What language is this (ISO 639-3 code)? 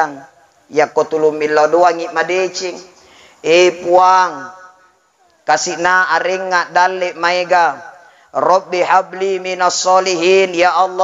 bug